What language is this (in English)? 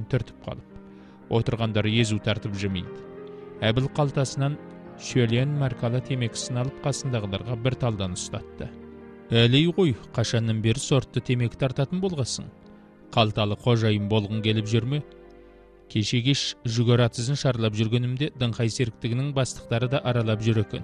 Kazakh